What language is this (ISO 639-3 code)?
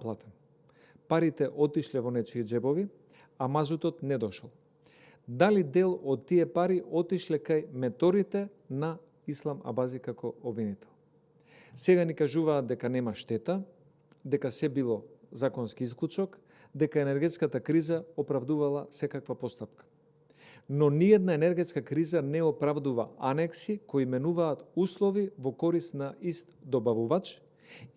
mkd